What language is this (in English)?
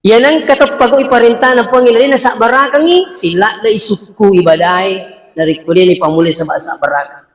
Buginese